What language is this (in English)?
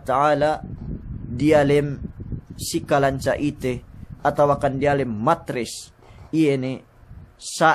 Yakan